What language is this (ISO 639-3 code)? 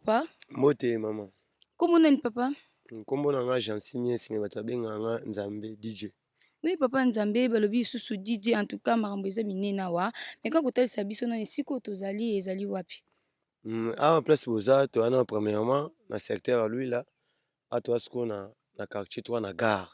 lin